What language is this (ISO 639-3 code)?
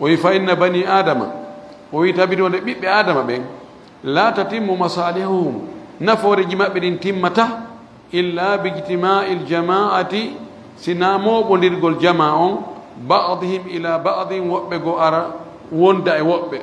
ful